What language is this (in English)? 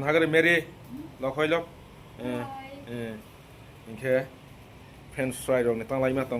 Kok Borok